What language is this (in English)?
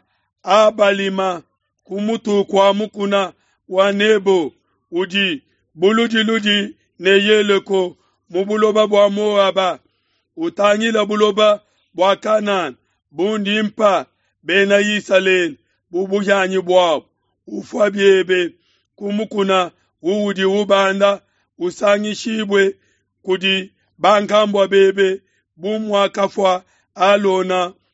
Luba-Lulua